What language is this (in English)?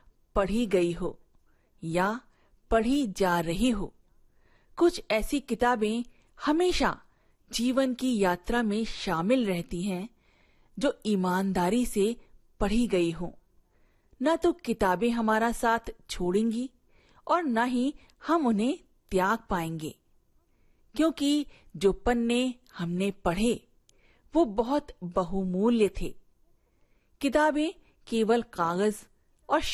Hindi